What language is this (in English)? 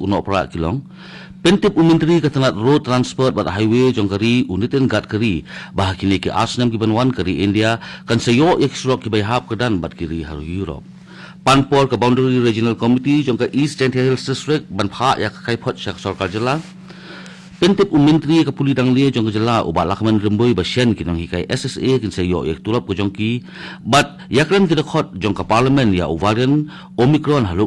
Khasi